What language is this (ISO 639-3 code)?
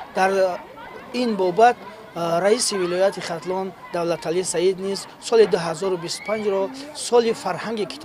tgk